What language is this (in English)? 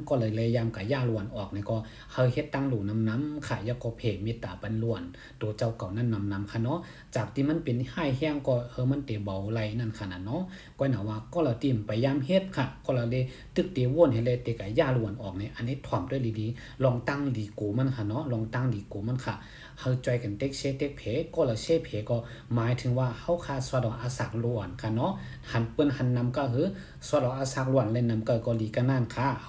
Shan